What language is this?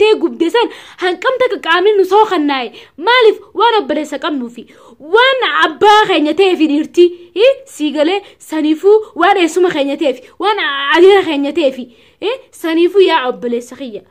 Oromo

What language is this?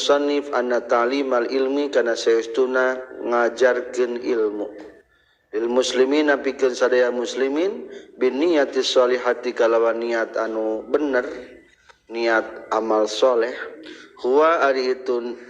Sundanese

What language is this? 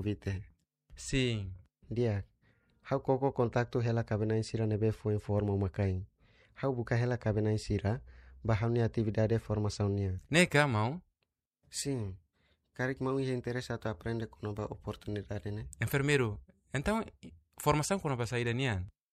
Tetum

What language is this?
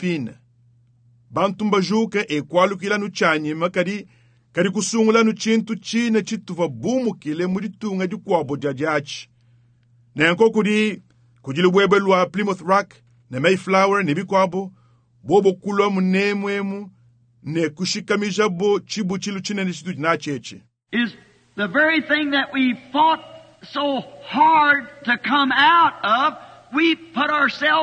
Luba-Lulua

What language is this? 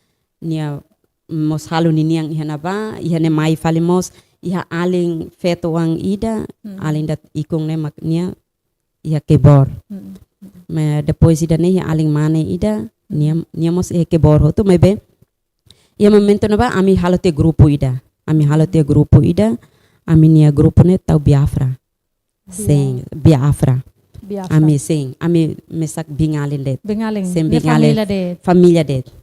Tetum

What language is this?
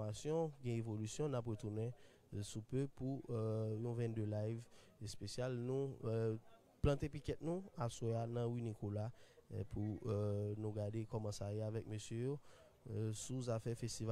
Haitian Creole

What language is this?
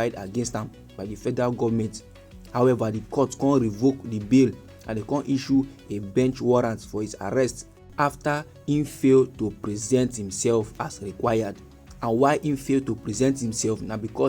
Nigerian Pidgin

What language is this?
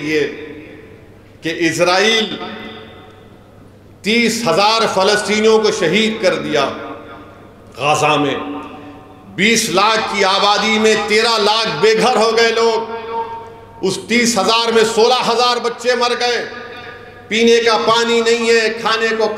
Urdu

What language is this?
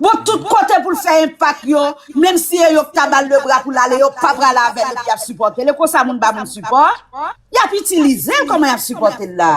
Haitian Creole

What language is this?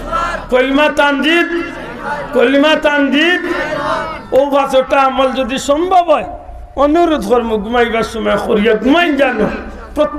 Sylheti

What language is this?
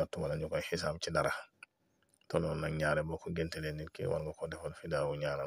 Wolof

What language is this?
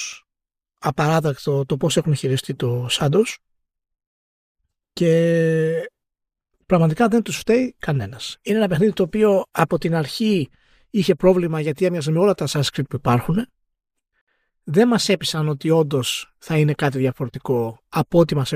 Greek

